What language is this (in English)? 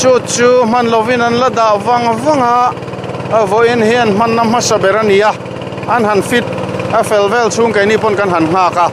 Mizo